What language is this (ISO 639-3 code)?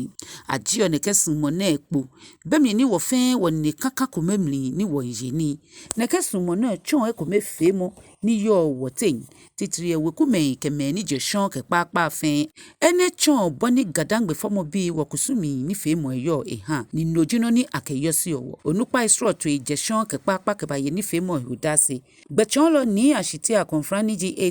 gaa